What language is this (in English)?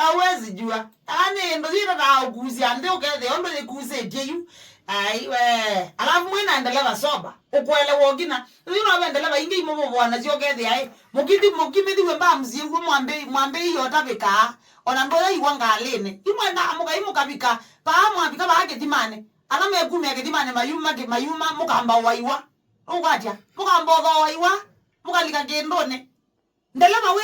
Kamba